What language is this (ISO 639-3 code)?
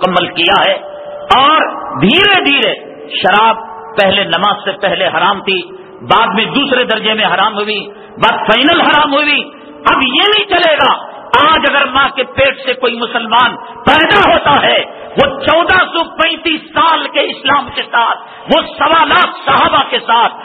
urd